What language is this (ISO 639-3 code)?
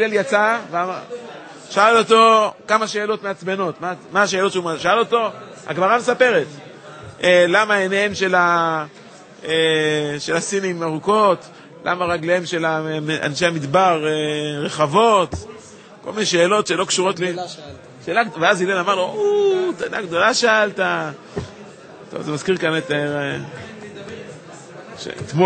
heb